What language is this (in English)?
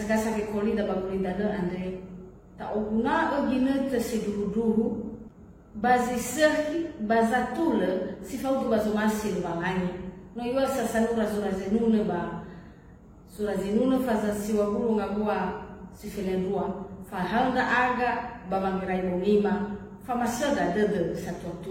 Nias